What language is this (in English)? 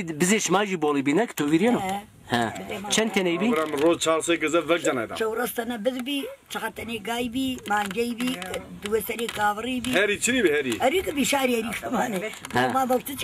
Zaza